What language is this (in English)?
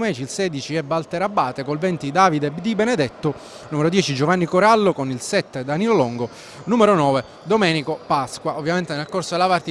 Italian